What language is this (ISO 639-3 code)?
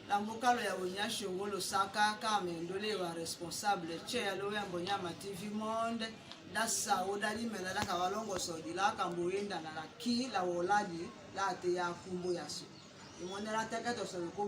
tll